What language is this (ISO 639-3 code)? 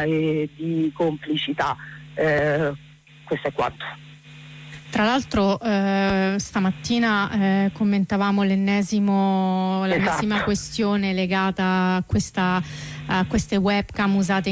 ita